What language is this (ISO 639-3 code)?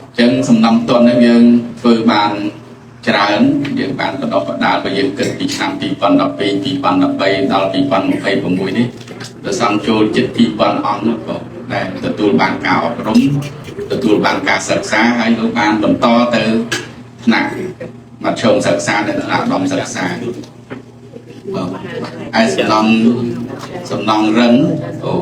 khm